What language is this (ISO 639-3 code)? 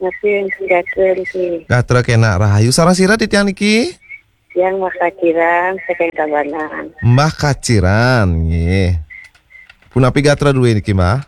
ban